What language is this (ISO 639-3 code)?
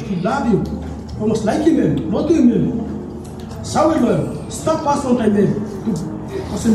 tpi